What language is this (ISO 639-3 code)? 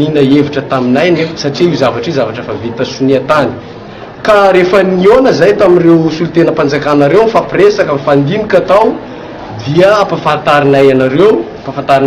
mlg